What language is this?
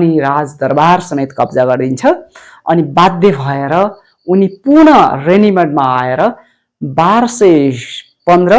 Nepali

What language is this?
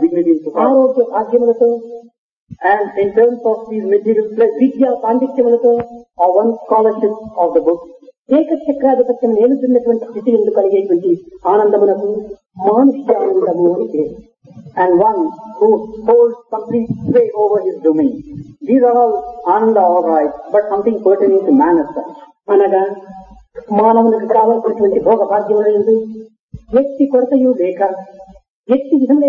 Telugu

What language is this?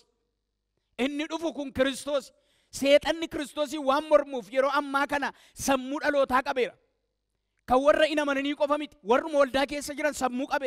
Oromo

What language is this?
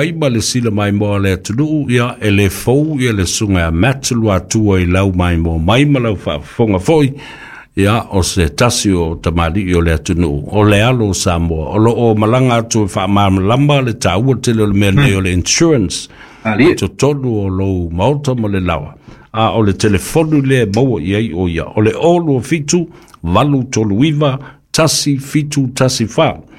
Samoan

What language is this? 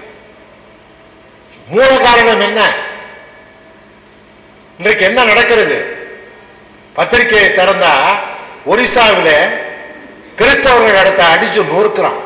Tamil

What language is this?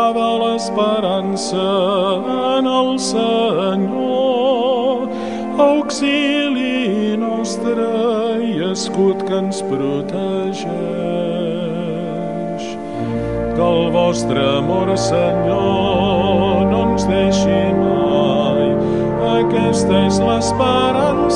Catalan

